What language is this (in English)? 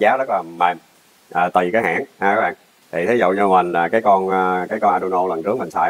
Vietnamese